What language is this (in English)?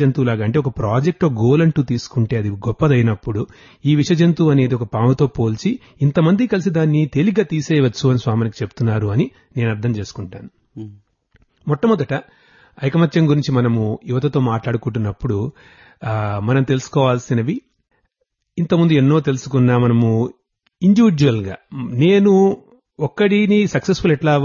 Telugu